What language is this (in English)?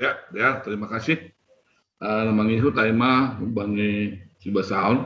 Batak Simalungun